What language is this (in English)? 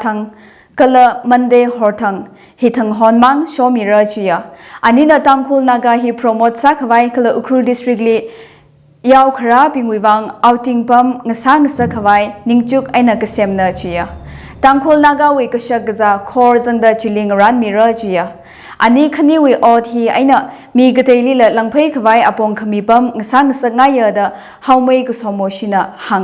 Tangkhul Naga (India)